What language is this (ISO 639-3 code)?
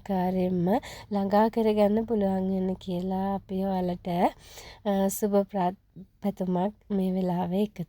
sin